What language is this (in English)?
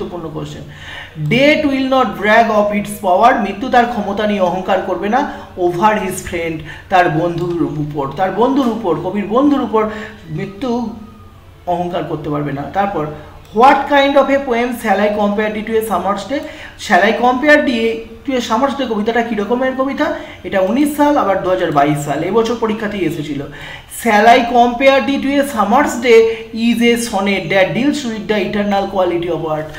Bangla